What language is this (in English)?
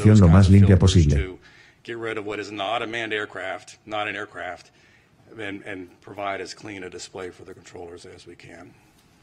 Spanish